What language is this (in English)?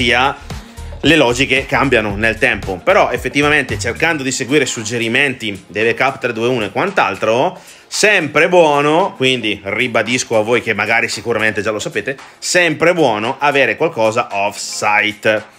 Italian